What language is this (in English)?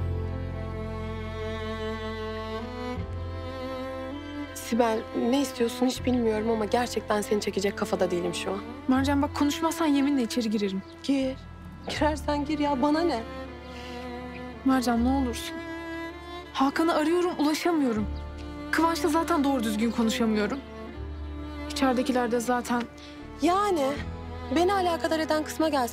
Turkish